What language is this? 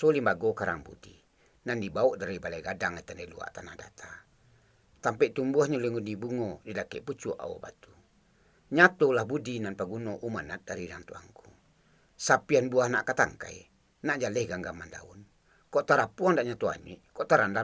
Minangkabau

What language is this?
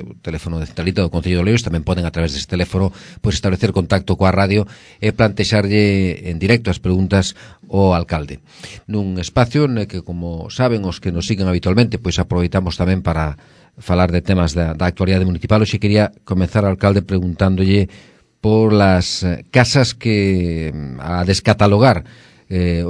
Galician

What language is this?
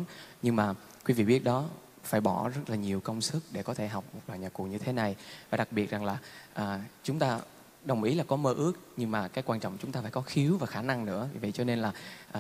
Vietnamese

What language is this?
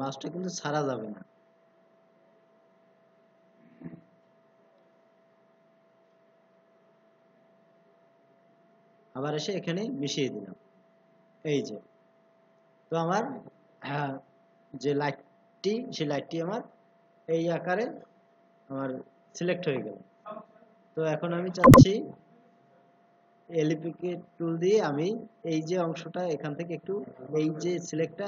Bangla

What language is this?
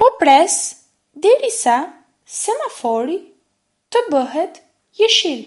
Albanian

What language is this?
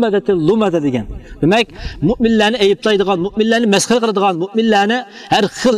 Uyghur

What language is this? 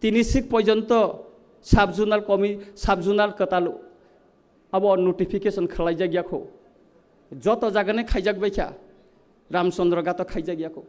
Kok Borok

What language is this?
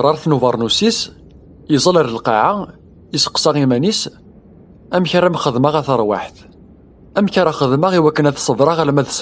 Kabyle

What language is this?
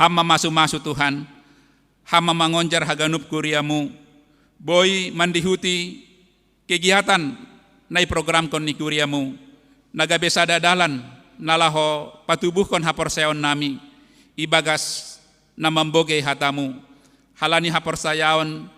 Batak Simalungun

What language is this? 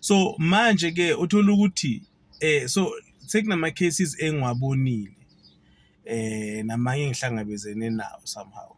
Zulu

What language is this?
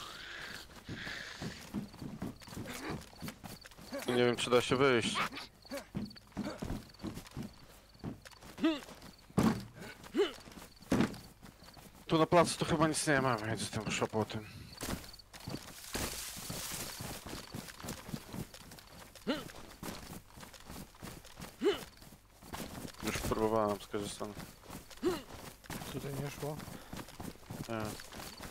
Polish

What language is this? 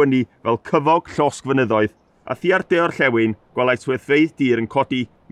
Welsh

